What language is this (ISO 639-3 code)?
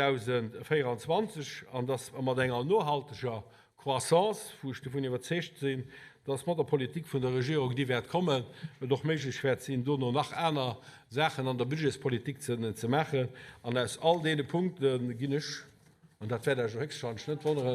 ltz